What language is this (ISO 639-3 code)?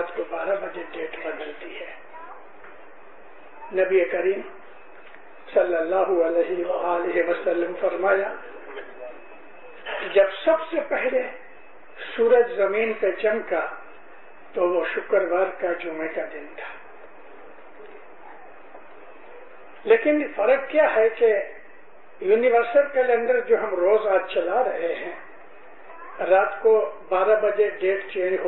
urd